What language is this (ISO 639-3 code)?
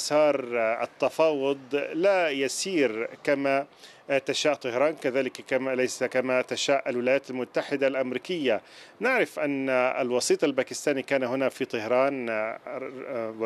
ara